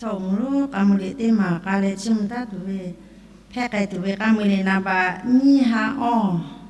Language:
Lahu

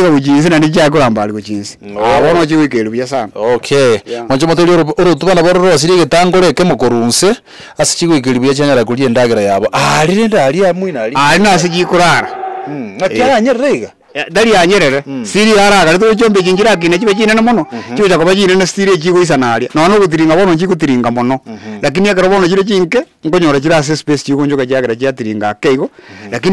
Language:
Gusii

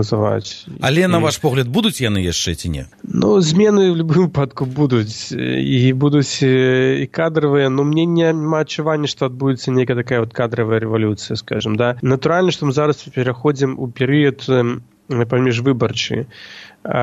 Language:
Belarusian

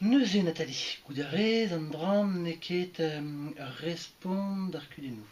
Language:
Breton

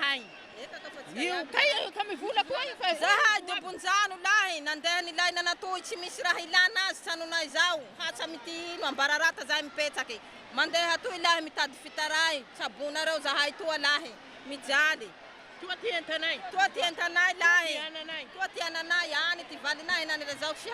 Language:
Malagasy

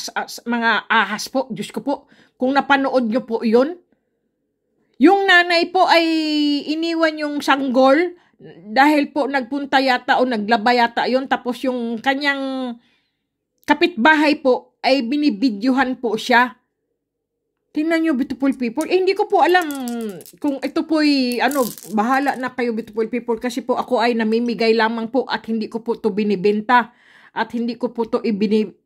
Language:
Filipino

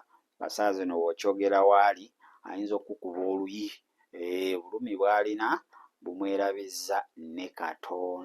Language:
Ganda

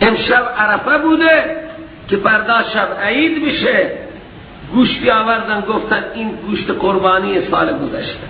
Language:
Persian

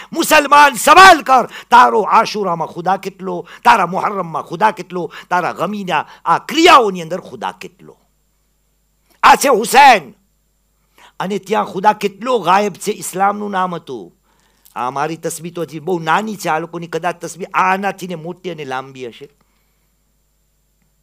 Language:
Gujarati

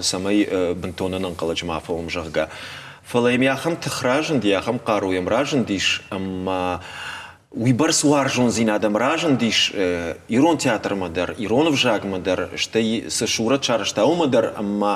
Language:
Ossetic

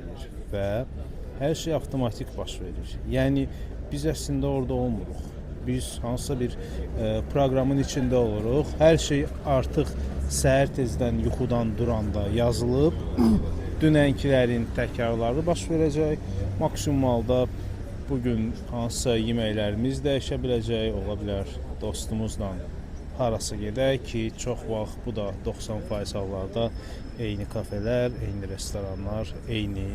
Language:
Azerbaijani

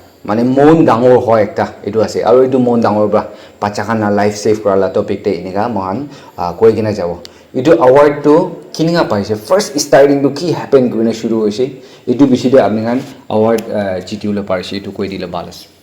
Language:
Naga Pidgin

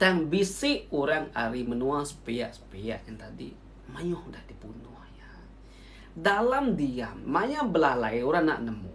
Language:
Iban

